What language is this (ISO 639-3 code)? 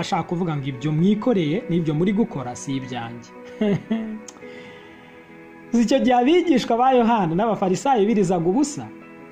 kin